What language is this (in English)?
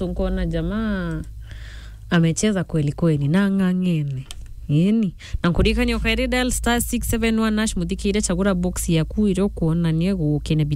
Meru